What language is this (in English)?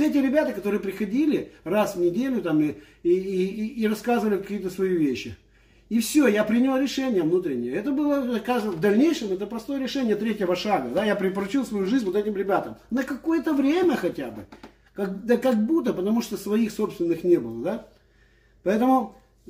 Russian